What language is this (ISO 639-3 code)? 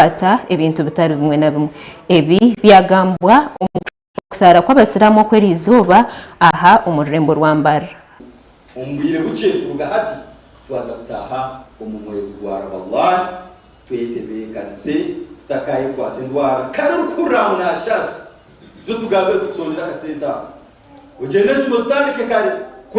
nyn